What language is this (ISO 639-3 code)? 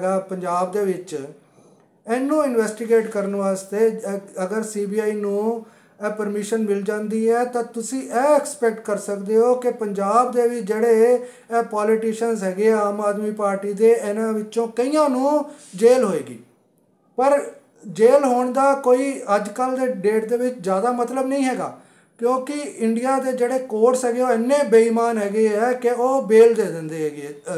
pan